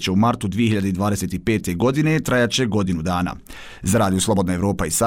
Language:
Bosnian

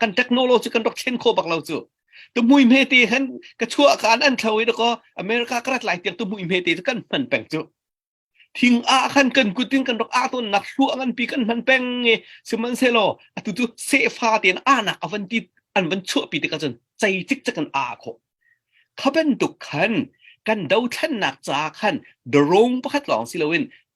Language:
Hakha Chin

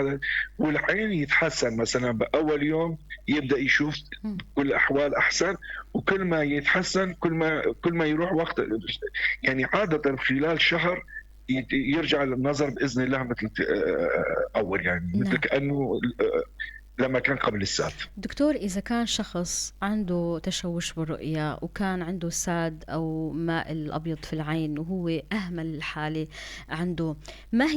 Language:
North Levantine Arabic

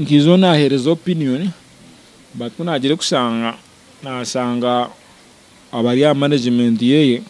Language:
Nyankole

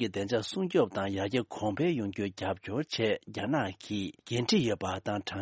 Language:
Tibetan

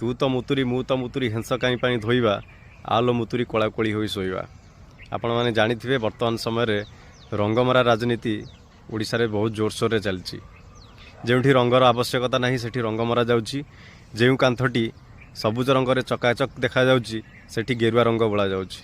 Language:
Odia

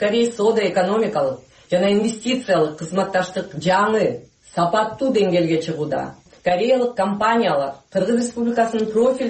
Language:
Kyrgyz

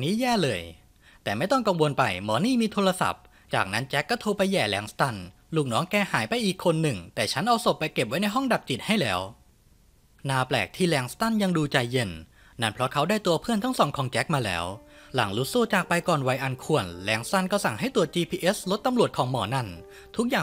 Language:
Thai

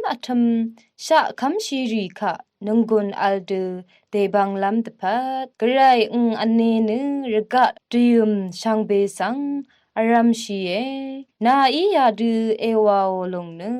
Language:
Rawang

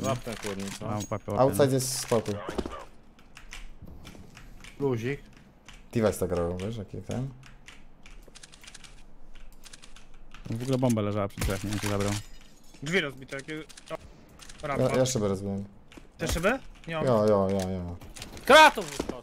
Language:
Polish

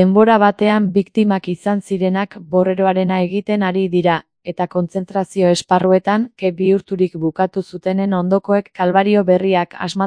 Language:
Basque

